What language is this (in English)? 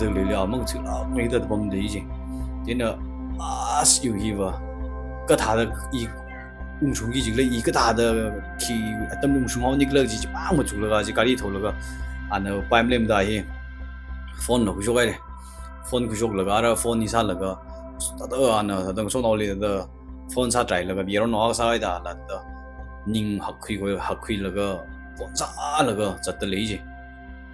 Tangkhul Naga (India)